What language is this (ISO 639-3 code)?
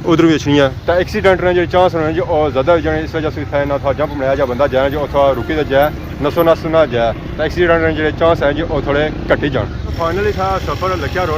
phr